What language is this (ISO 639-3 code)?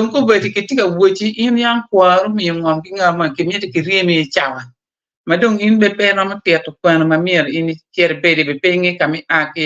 ach